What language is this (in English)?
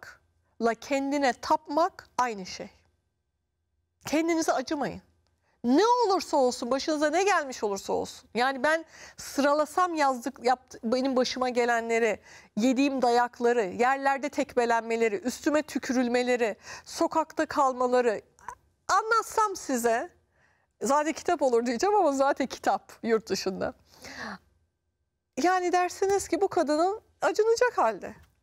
Turkish